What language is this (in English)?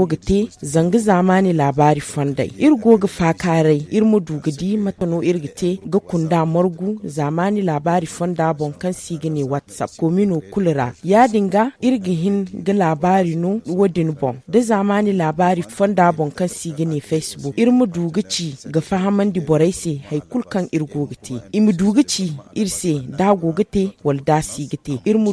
Zarma